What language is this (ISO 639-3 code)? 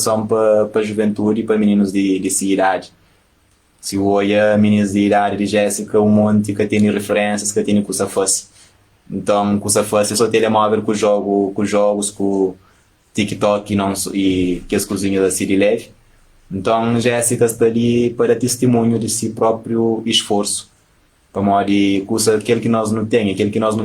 kea